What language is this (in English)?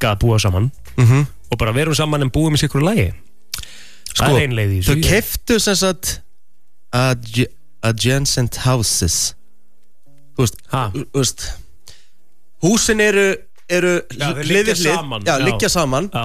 Icelandic